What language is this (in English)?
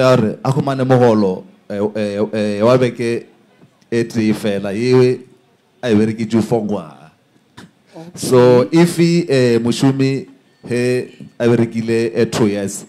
Northern Sotho